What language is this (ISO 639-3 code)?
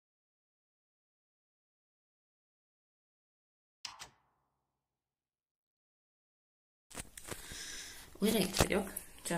hun